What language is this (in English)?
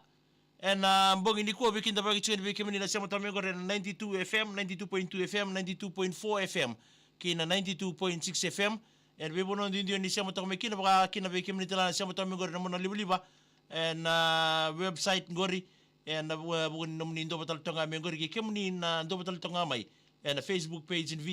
Fijian